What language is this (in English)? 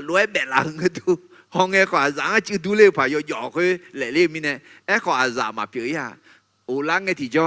Akha